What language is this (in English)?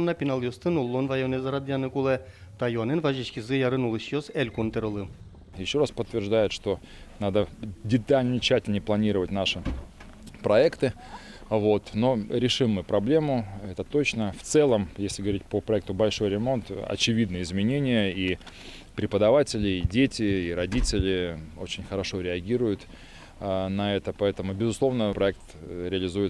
Udmurt